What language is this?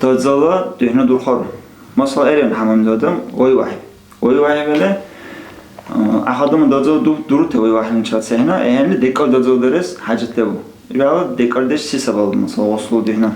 Dargwa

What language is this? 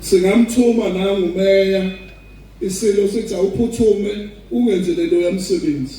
Zulu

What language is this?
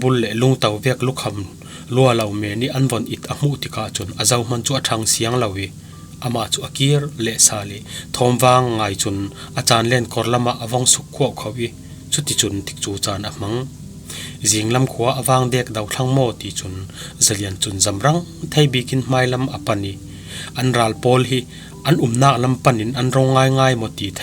Falam Chin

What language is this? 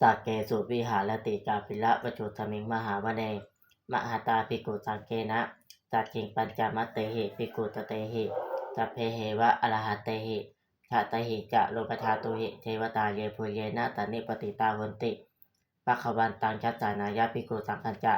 Pali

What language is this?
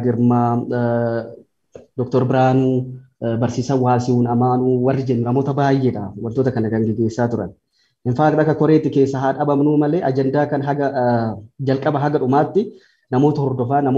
Oromo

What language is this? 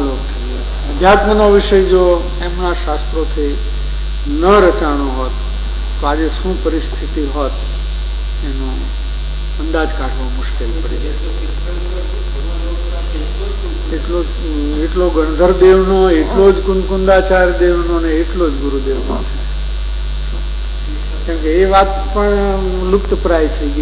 Gujarati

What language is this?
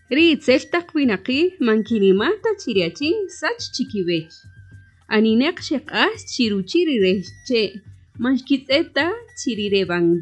Kaqchikel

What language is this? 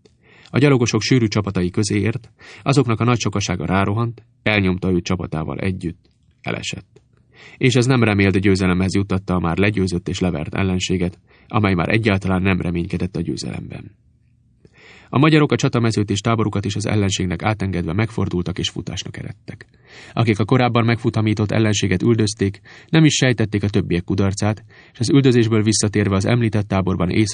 Hungarian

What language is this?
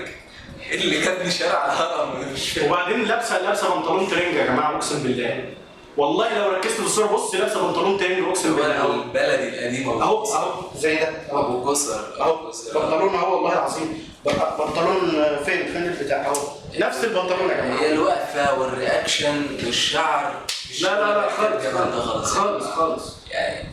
Egyptian Arabic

